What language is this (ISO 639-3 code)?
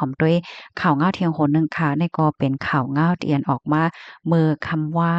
shn